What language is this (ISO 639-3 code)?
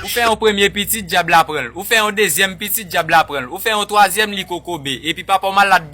hat